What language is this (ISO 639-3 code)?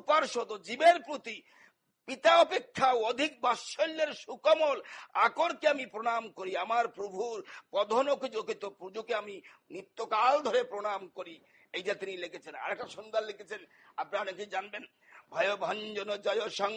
ben